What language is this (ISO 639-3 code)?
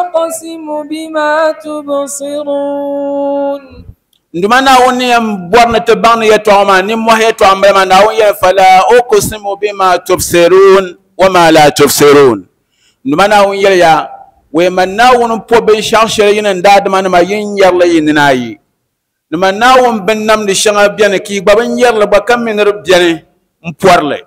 dag